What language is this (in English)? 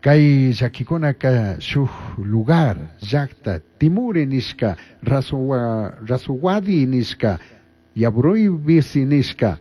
Chimborazo Highland Quichua